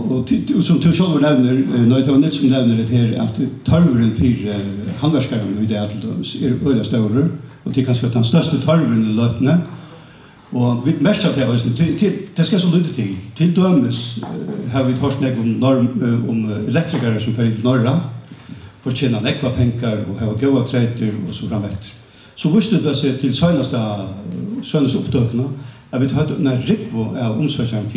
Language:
Faroese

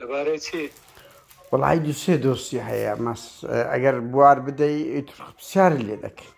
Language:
Central Kurdish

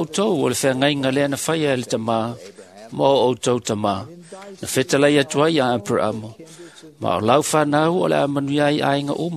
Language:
Samoan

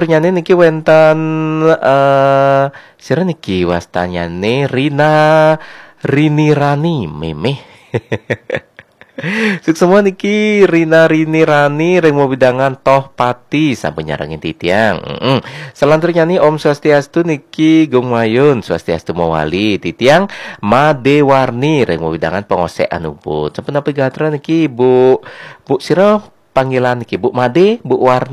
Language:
Balinese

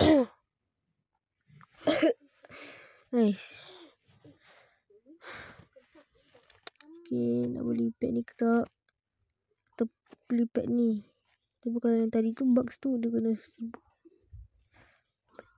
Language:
Malay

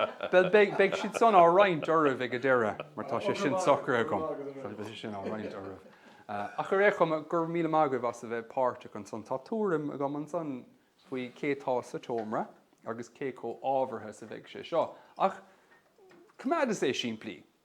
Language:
Irish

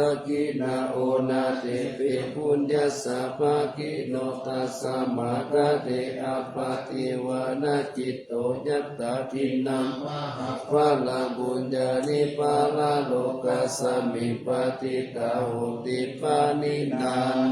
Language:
Pali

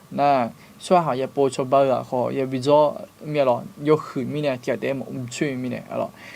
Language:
Akha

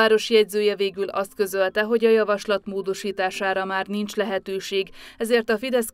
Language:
Hungarian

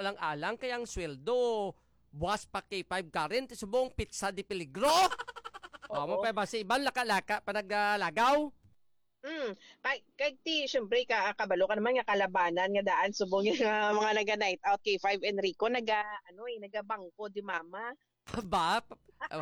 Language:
Hiligaynon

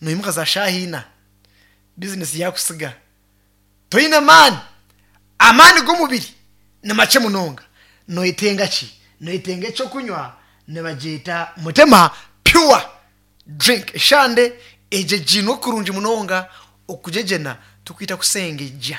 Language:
Nyankole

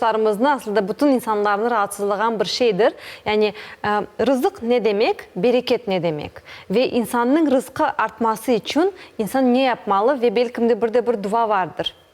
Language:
Crimean Tatar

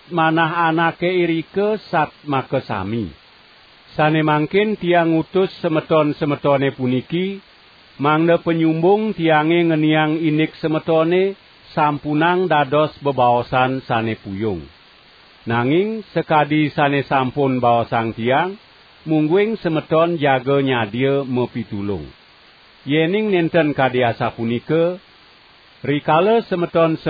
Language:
Balinese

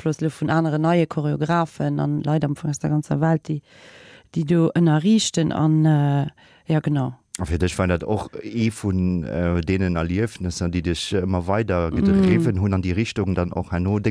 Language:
Luxembourgish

